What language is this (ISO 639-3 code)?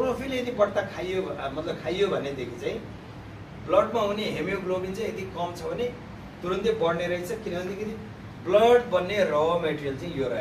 nep